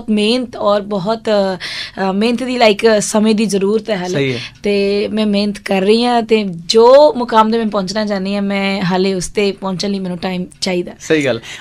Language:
Punjabi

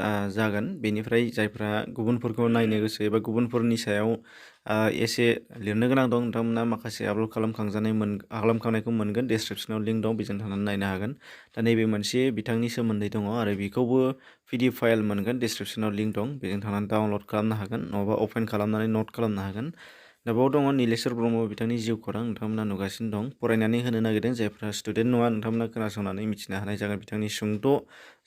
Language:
Bodo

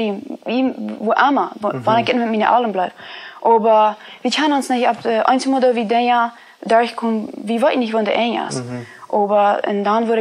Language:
Plautdietsch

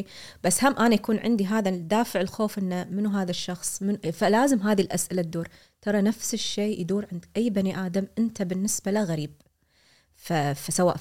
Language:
Gulf Arabic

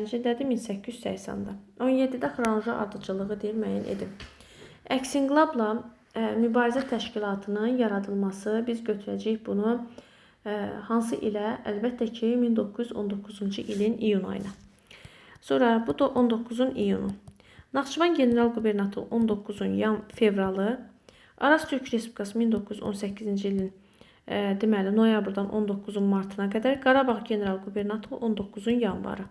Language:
Azerbaijani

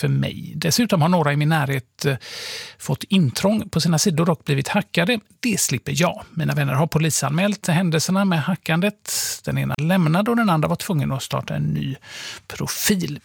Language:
Swedish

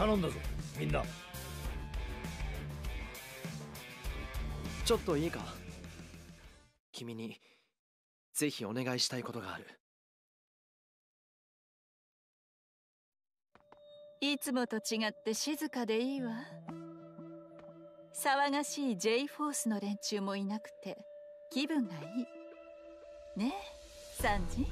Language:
Japanese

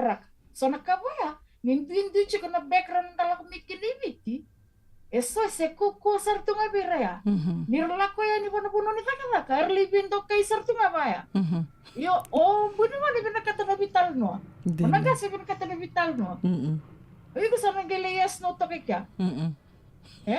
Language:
Fijian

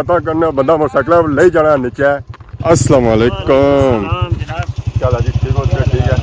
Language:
Pahari-Potwari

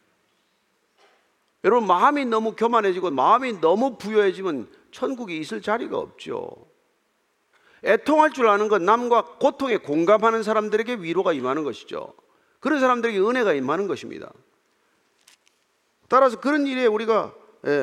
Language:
Korean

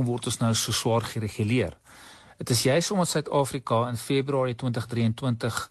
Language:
Afrikaans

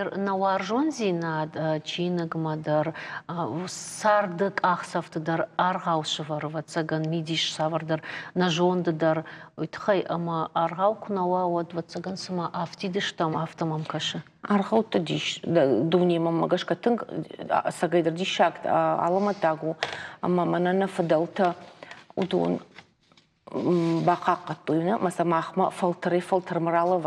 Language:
Ossetic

